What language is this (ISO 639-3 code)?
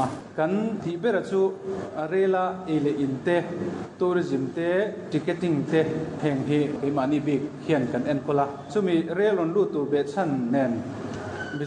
lus